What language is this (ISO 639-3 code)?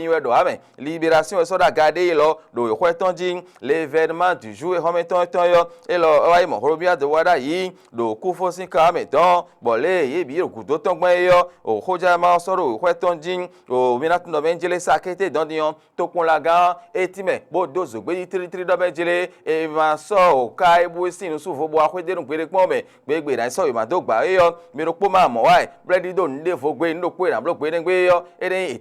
fon